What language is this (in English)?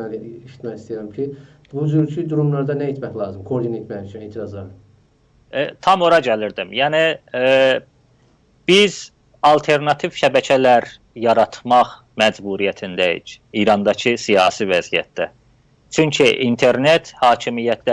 South Azerbaijani